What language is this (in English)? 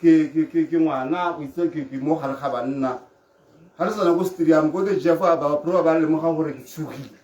Tswana